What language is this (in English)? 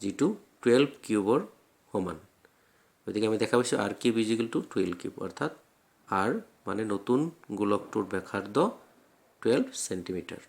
Assamese